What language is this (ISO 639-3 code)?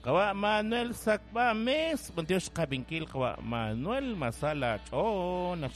kek